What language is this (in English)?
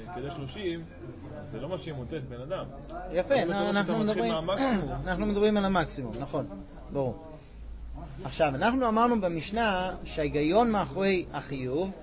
Hebrew